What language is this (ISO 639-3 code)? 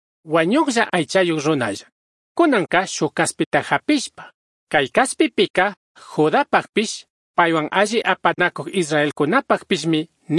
qug